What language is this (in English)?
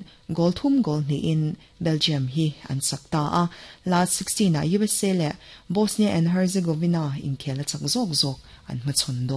Mizo